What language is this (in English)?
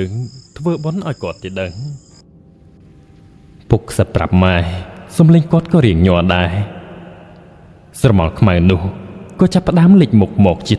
Khmer